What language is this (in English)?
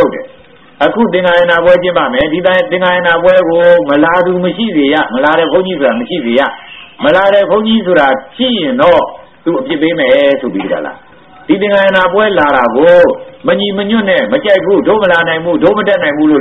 Burmese